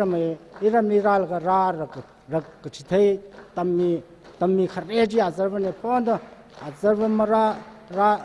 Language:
Tangkhul Naga (India)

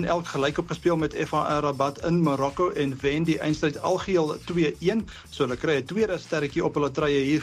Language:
Afrikaans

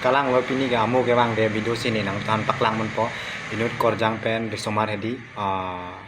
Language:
Karbi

